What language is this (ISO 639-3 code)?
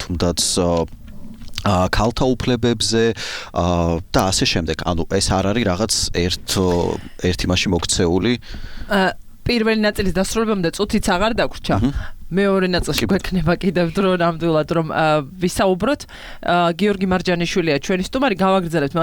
kat